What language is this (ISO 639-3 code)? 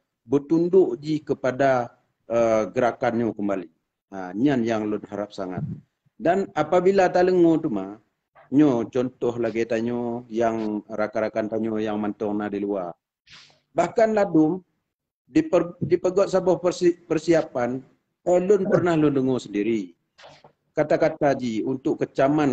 ace